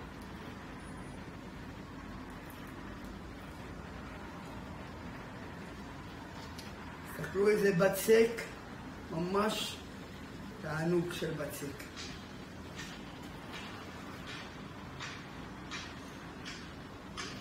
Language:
Hebrew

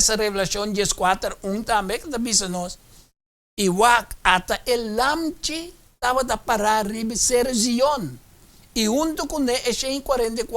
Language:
Papiamento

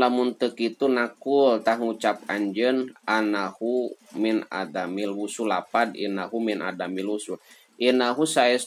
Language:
Sundanese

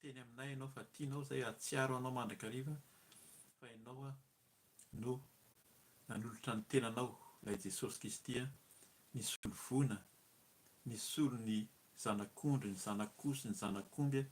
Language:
Malagasy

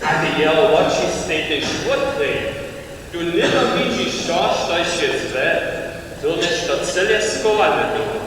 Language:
Upper Sorbian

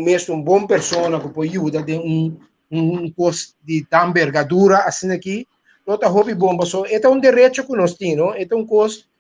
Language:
Papiamento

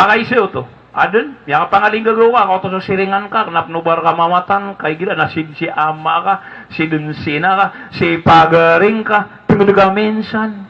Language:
Maranao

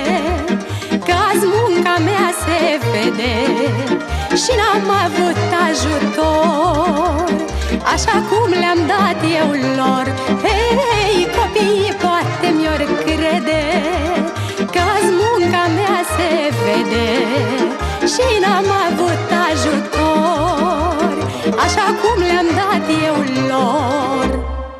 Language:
Romanian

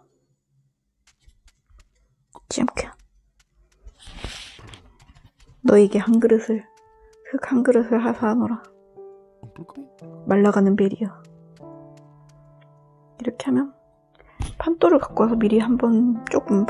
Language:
Korean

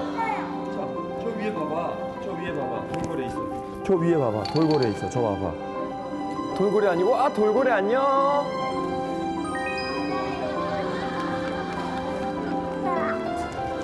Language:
Korean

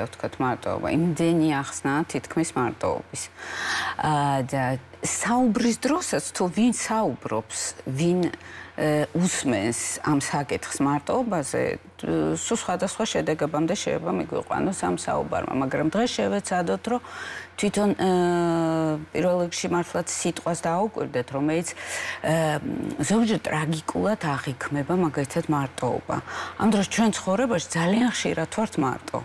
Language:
Georgian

